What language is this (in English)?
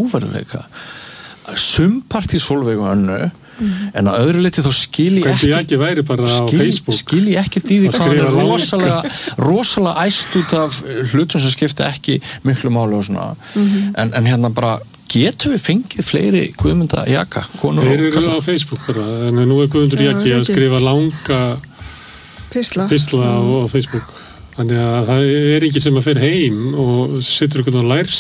Icelandic